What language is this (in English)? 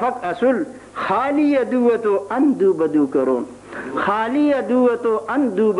Brahui